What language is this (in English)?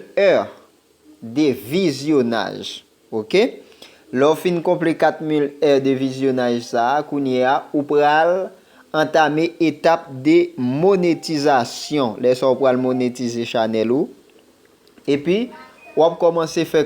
Haitian Creole